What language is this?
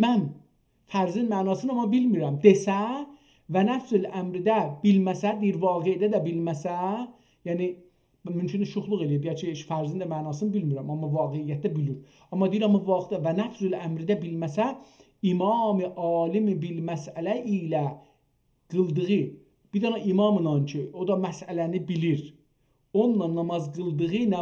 South Azerbaijani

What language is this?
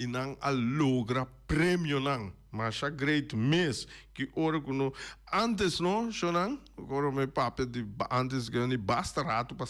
Papiamento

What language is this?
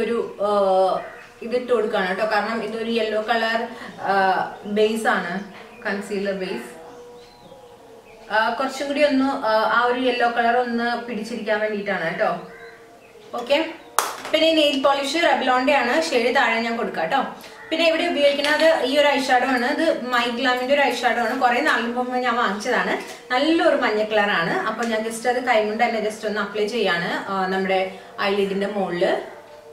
Malayalam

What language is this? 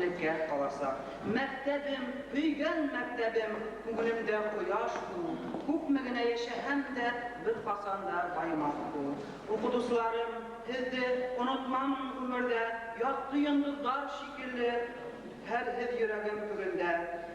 Bashkir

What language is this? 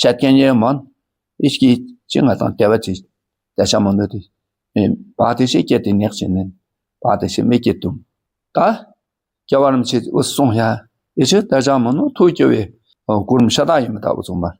Dakpakha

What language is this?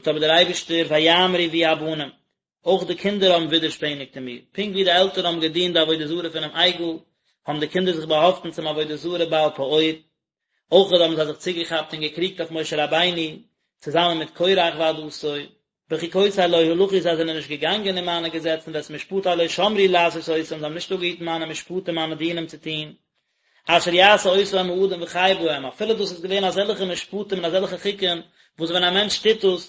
Yiddish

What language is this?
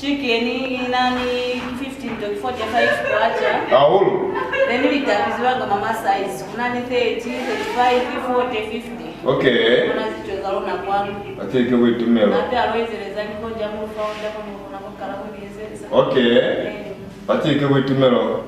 Lozi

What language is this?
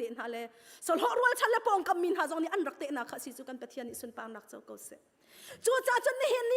Hakha Chin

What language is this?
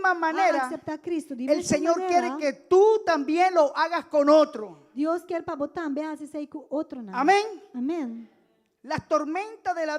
Papiamento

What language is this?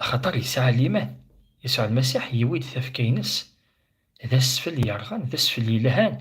Kabyle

